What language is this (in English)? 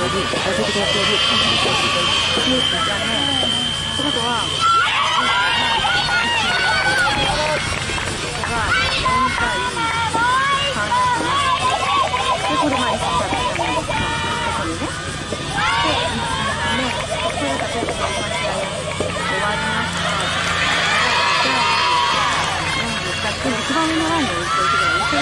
Japanese